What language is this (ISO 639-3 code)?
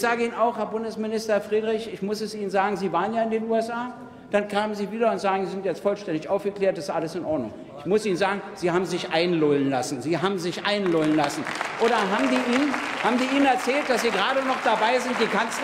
deu